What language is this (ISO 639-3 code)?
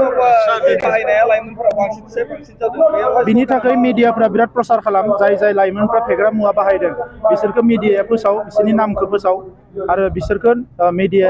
brx